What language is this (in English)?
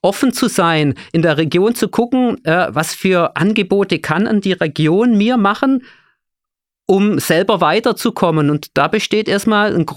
German